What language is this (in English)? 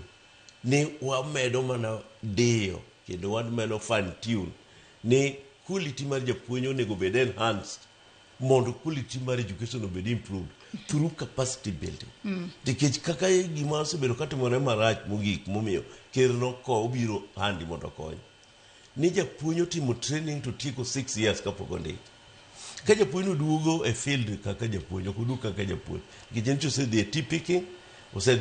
Luo (Kenya and Tanzania)